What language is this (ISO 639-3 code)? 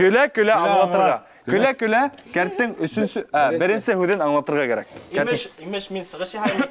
bak